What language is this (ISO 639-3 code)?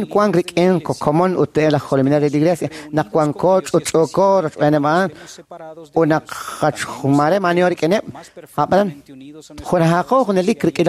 kek